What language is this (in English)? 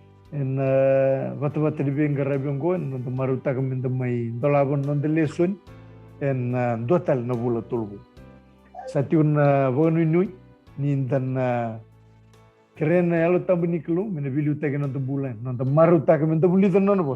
Fijian